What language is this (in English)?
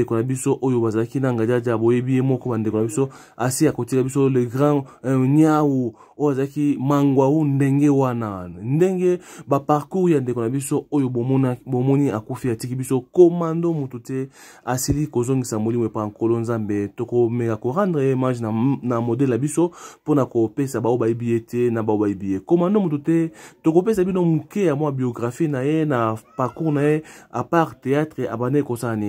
Lingala